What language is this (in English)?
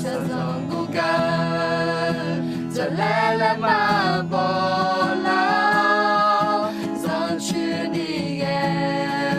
Akha